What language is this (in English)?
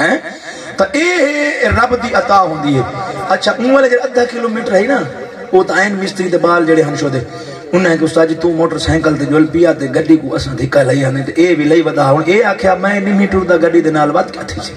Saraiki